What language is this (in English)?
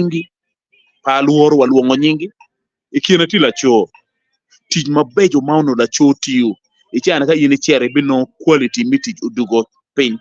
Acoli